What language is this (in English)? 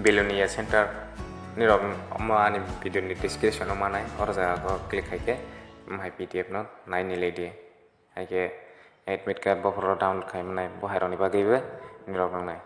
Kok Borok